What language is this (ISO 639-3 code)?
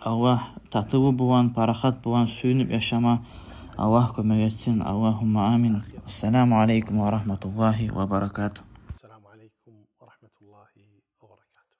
kum